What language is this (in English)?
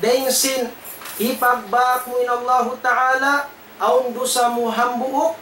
Tausug